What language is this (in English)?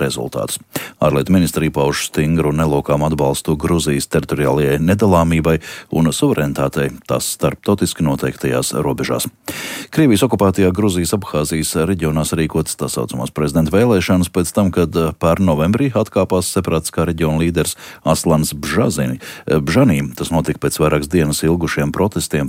Latvian